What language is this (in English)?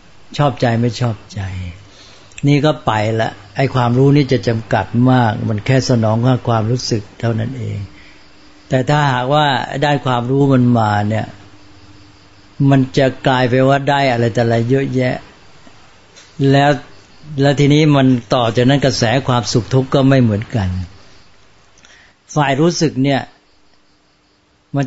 Thai